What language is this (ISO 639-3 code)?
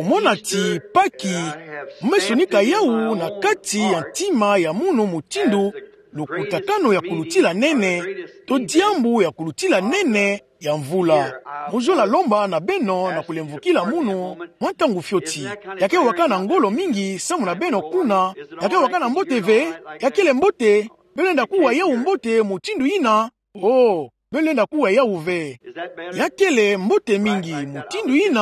ktu